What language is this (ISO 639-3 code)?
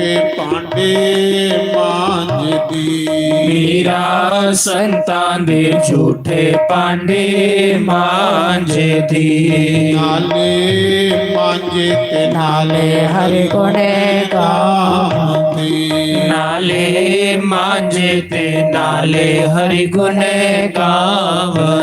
doi